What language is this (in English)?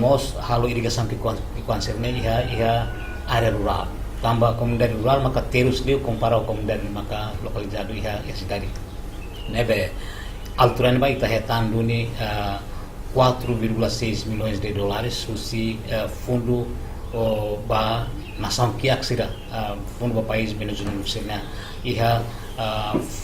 Tetum